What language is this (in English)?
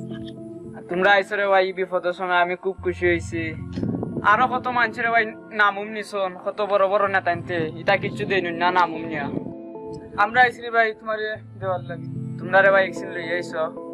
Sylheti